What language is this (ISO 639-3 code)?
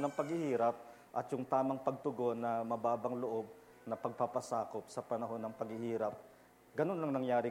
fil